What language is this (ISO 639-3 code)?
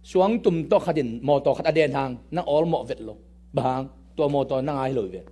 ctd